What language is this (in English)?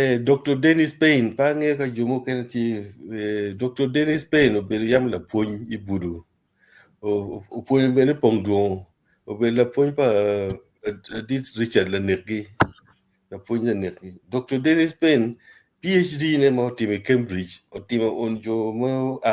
Acoli